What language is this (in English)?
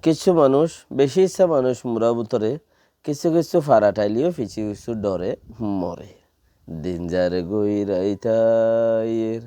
Rohingya